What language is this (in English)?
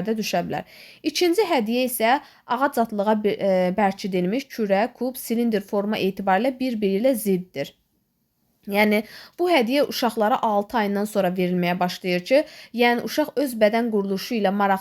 Azerbaijani